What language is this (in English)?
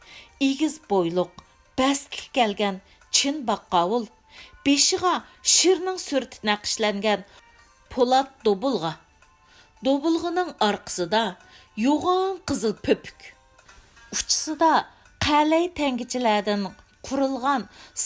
Uyghur